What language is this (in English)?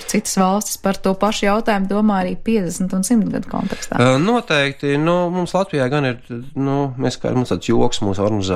Latvian